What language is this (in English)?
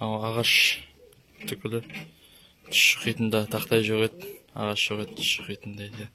Kazakh